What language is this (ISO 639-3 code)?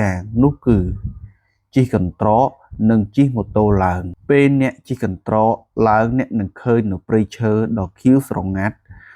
khm